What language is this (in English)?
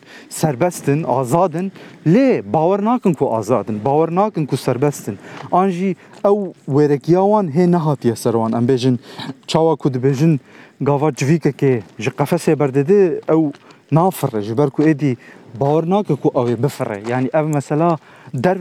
Kurdish